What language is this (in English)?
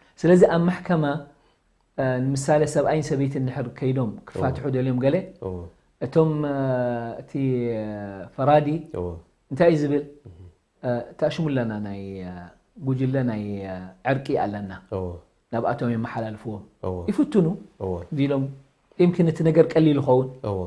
Tigrinya